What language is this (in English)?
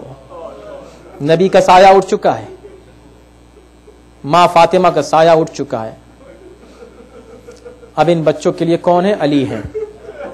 Urdu